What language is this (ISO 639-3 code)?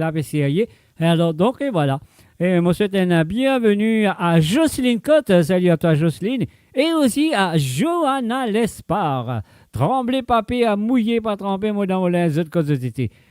mfe